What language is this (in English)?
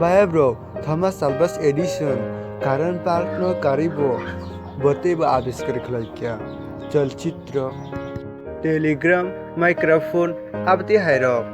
Kok Borok